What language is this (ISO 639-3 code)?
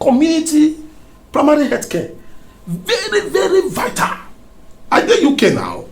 pcm